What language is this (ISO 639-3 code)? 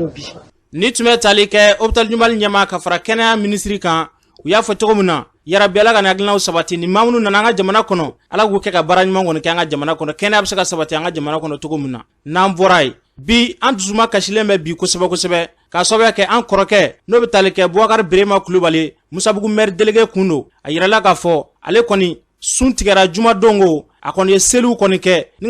bam